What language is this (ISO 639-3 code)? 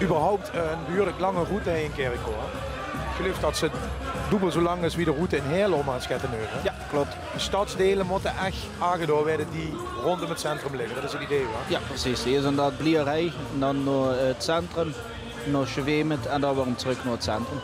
lim